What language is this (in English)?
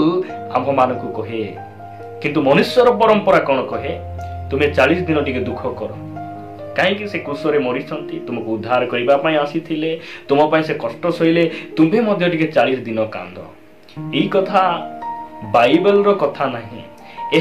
Odia